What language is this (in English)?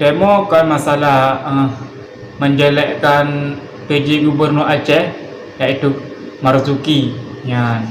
Achinese